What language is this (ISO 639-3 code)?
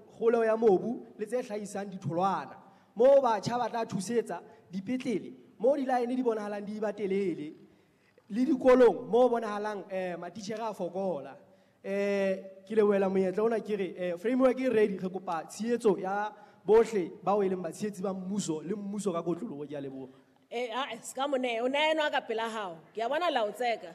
sot